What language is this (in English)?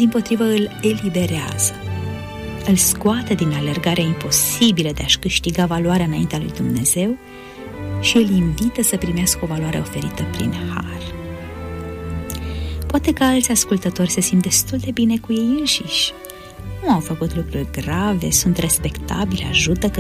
Romanian